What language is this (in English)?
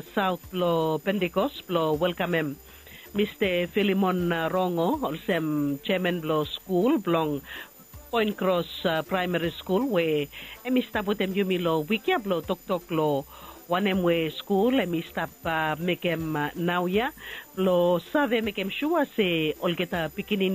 Bislama